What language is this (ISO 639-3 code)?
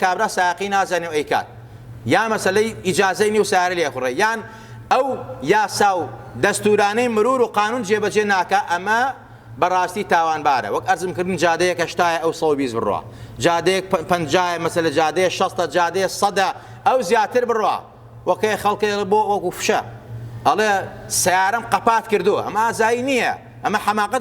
ckb